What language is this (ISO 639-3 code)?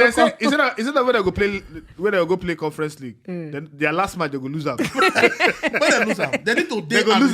pcm